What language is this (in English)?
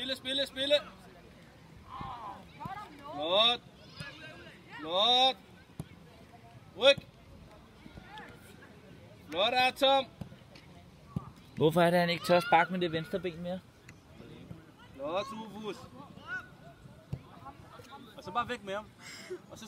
Danish